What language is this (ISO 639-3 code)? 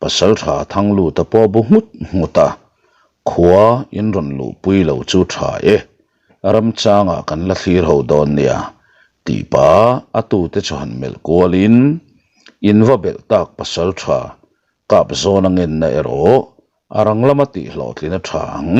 lus